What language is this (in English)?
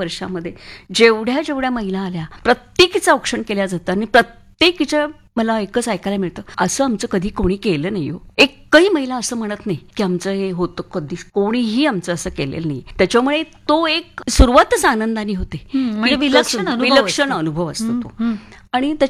Marathi